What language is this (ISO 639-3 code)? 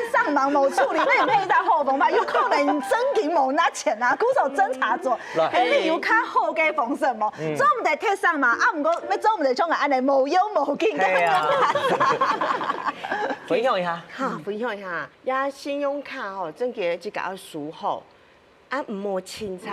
hak